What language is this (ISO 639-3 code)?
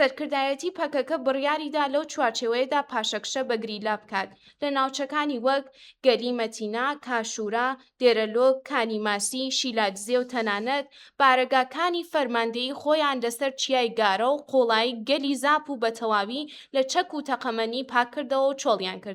ckb